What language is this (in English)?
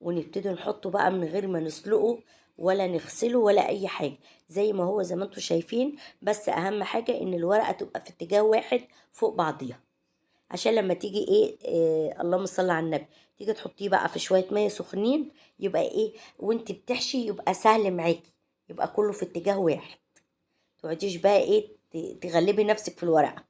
Egyptian Arabic